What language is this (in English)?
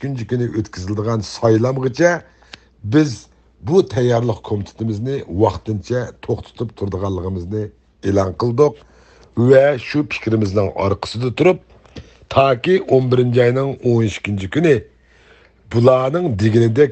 Uyghur